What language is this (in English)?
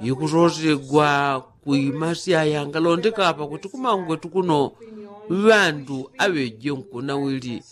Yao